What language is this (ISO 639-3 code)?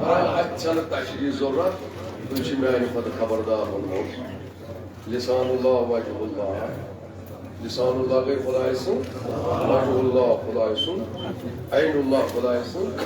kas